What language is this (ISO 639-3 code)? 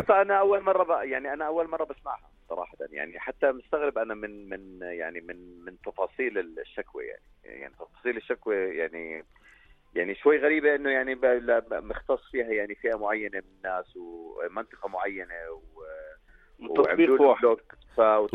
apc